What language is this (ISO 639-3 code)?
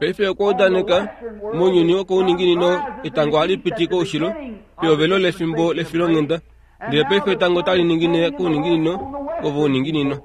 kua